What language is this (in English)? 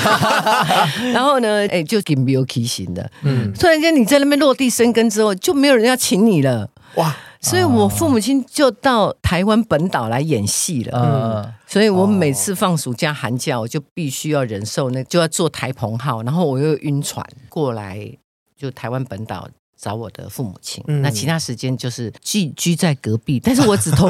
Chinese